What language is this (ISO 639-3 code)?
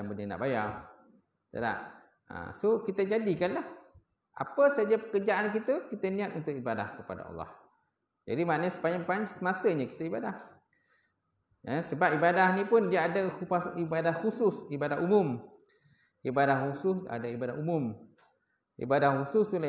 msa